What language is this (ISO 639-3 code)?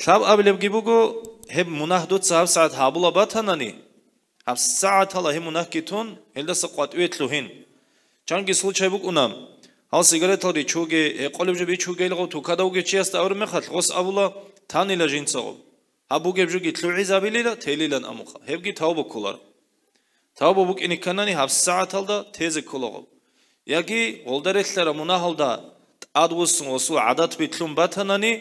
ava